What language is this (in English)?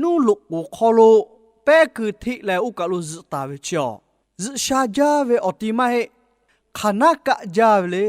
Lahu